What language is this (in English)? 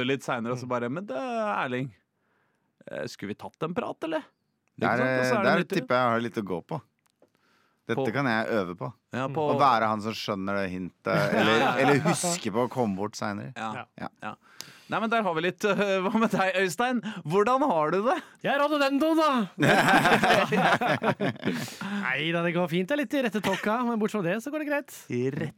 Norwegian